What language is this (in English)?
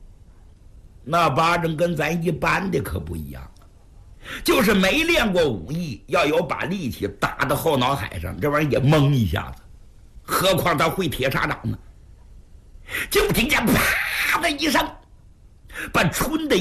Chinese